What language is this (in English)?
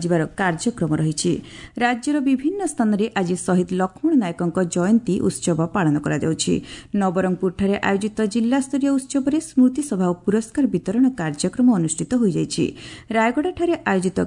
Odia